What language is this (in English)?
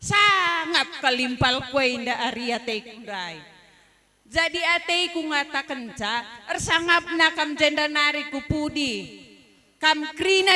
Batak Karo